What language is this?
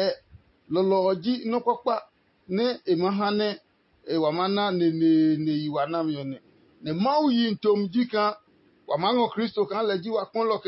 Adangme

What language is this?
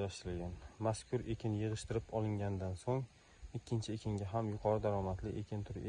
Uzbek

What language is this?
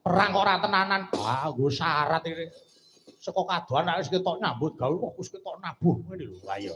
Javanese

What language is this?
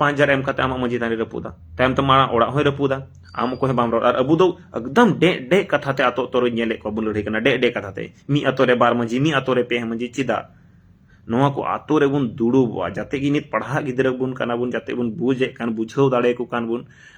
Santali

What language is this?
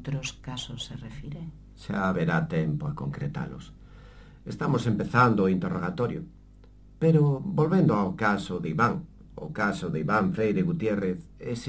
Galician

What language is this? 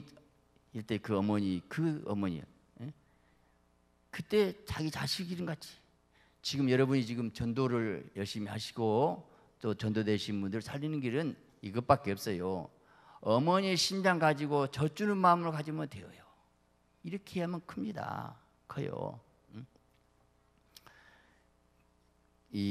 Korean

